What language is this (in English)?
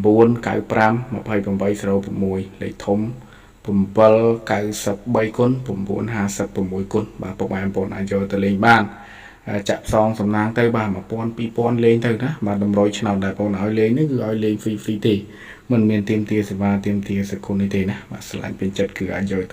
Khmer